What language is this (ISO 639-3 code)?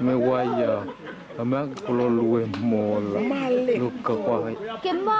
dhv